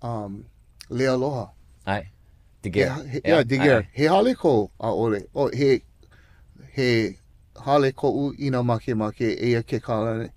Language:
Hawaiian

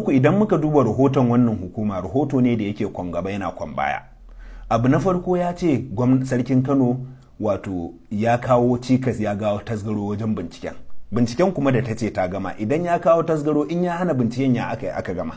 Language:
Hausa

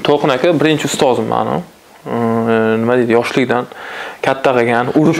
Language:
Uzbek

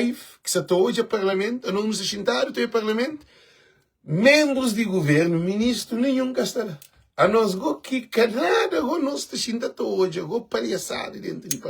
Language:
Kabuverdianu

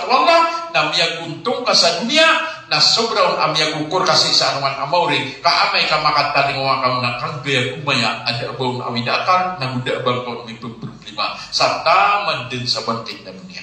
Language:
Maranao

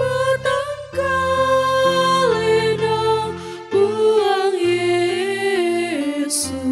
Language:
Toraja-Sa'dan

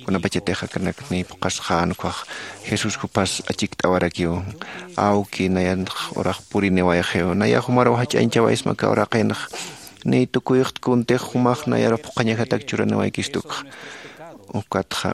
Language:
Aymara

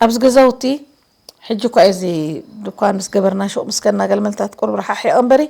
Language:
Tigrinya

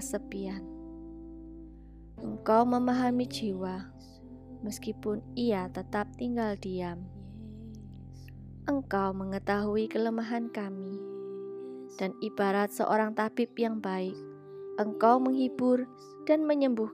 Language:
Indonesian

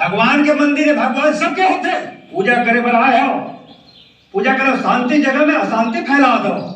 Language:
Chhattisgarhi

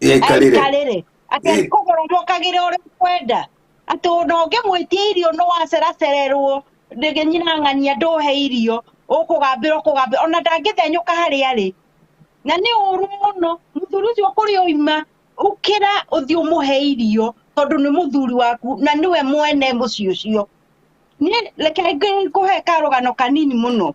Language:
Kikuyu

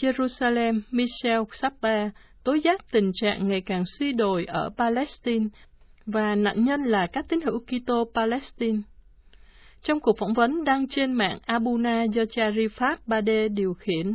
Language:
Vietnamese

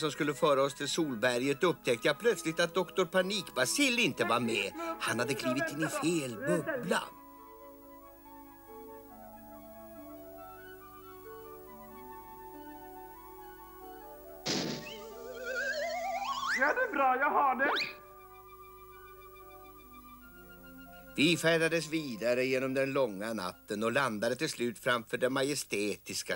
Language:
Swedish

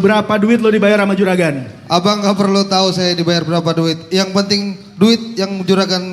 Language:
Betawi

